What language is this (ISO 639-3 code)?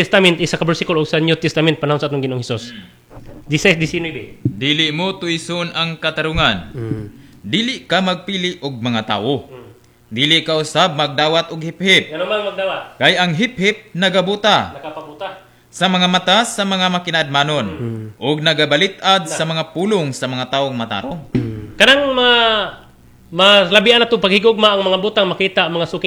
ceb